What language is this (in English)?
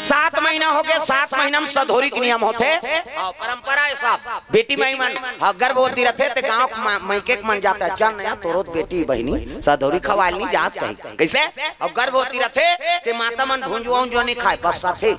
Chhattisgarhi